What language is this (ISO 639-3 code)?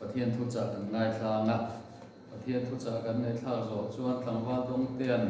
lus